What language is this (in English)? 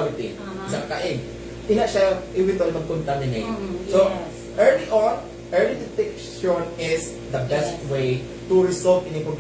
Hiligaynon